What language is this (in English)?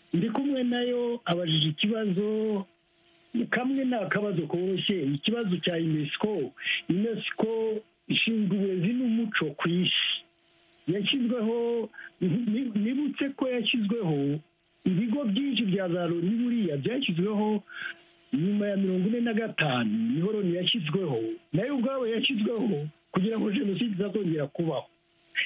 Kinyarwanda